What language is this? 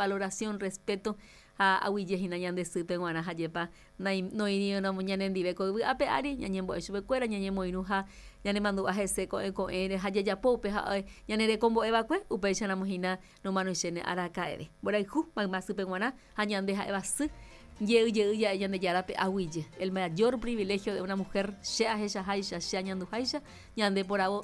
Guarani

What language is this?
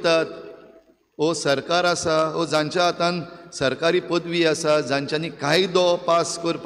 Konkani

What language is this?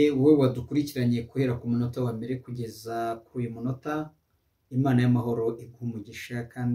Kinyarwanda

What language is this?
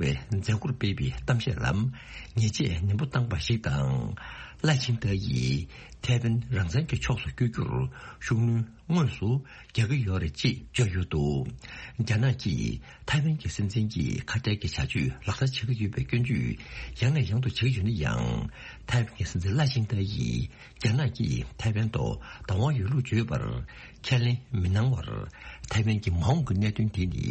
Tibetan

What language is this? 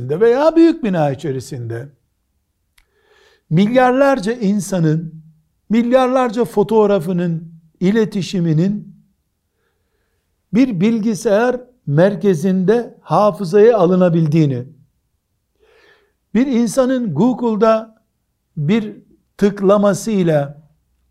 Turkish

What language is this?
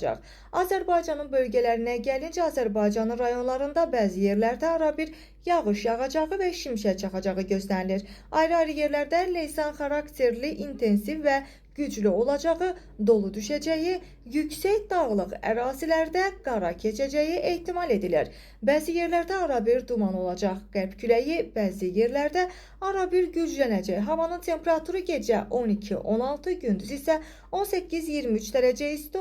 Azerbaijani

